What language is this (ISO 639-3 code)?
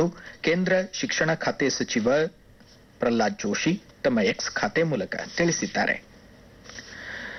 kan